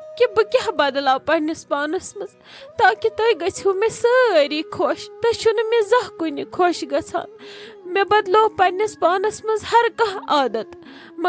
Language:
Kashmiri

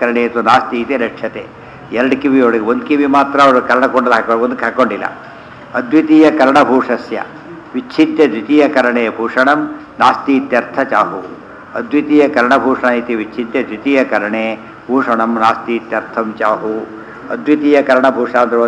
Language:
Kannada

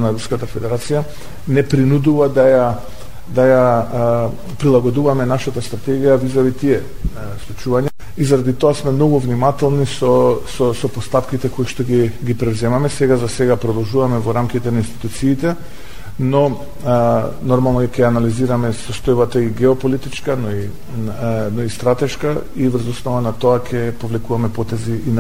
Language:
Macedonian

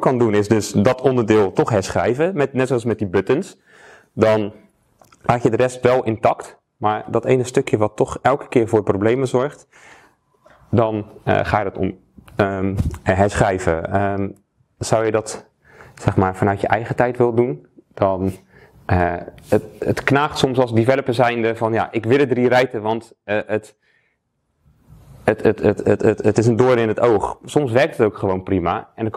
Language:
Dutch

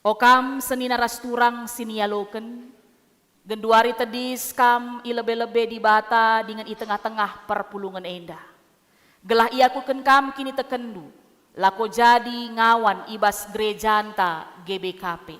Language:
Batak Karo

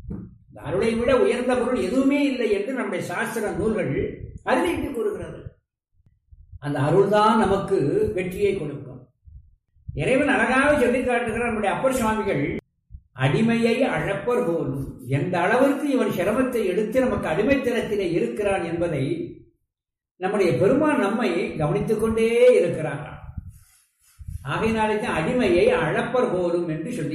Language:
Tamil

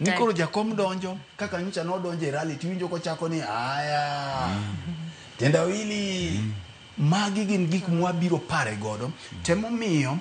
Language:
Luo (Kenya and Tanzania)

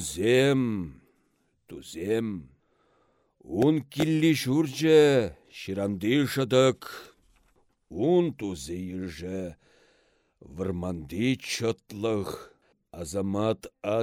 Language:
Chuvash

